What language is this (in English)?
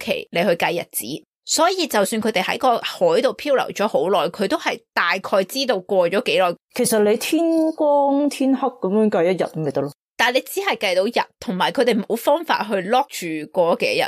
Cantonese